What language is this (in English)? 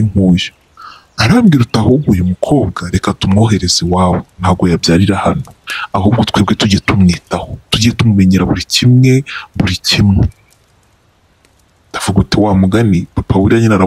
Kinyarwanda